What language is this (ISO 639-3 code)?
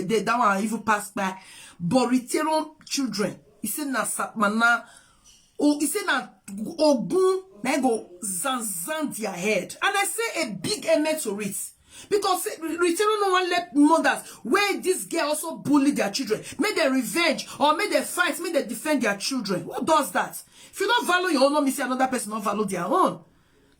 pcm